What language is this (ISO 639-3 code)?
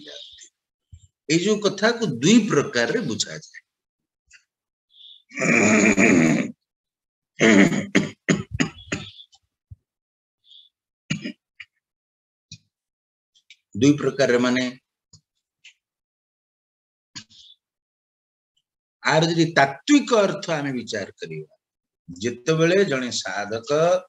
ori